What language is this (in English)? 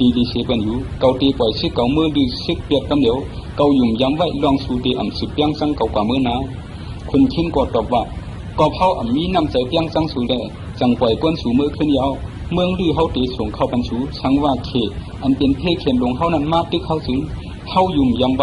Shan